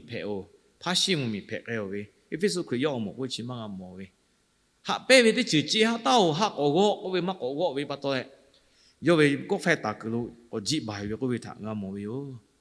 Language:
Lahu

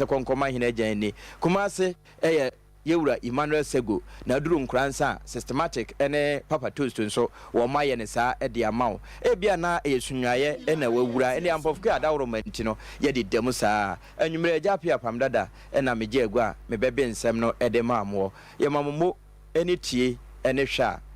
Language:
Akan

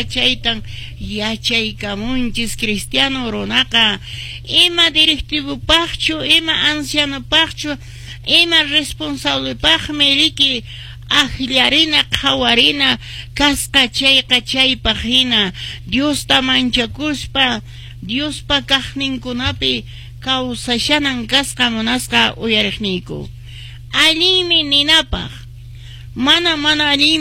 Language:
Quechua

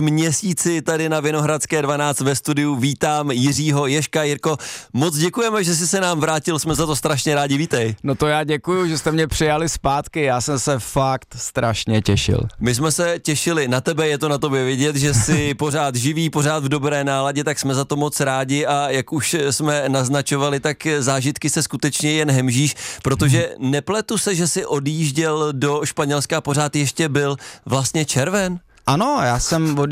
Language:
Czech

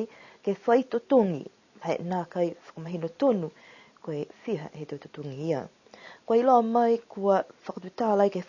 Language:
Niuean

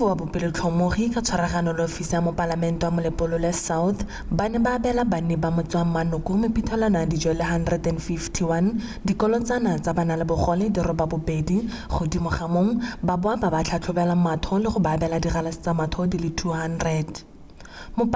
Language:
Tswana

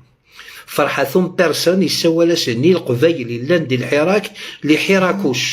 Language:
Algerian Arabic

